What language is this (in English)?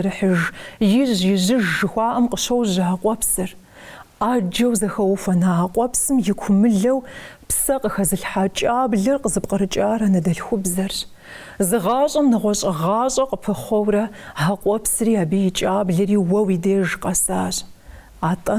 Kabardian